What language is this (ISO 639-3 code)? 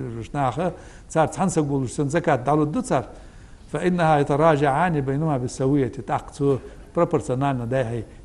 inh